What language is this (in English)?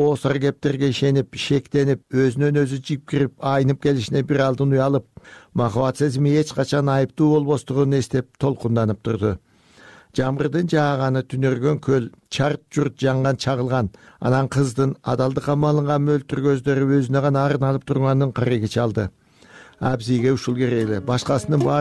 Kyrgyz